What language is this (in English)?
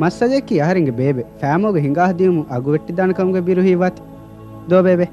Divehi